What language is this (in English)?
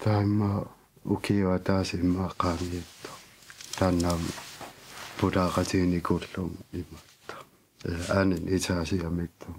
Kalaallisut